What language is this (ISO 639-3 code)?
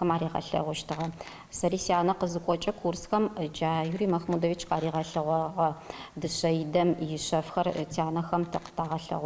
ady